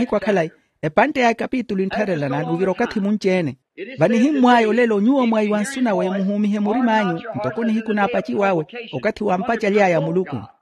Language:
Makhuwa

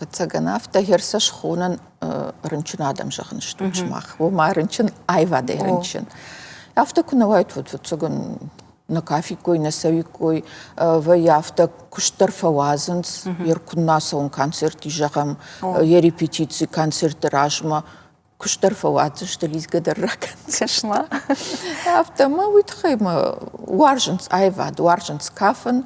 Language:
Ossetic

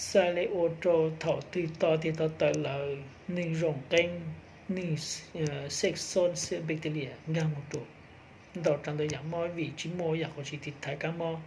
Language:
Hmong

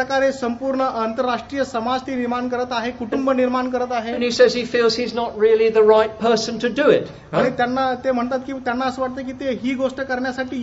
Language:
Marathi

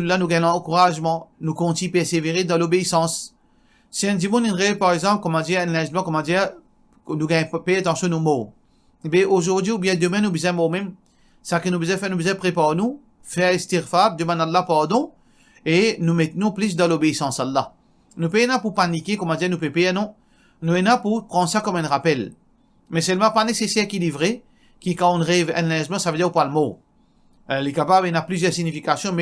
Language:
Morisyen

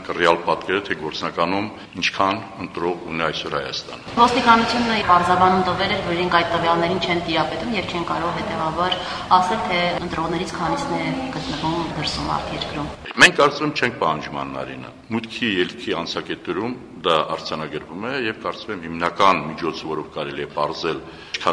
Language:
Armenian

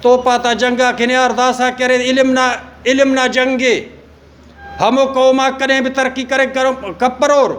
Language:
Brahui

